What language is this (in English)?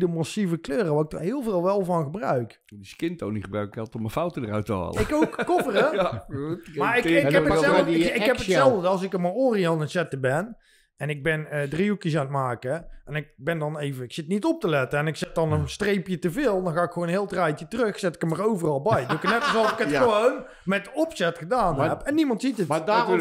Dutch